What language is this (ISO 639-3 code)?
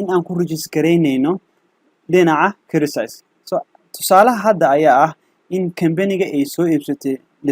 som